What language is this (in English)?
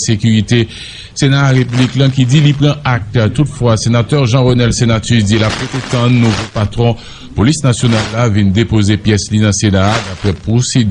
Haitian Creole